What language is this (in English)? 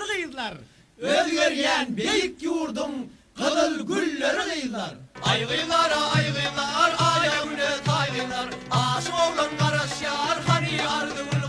Turkmen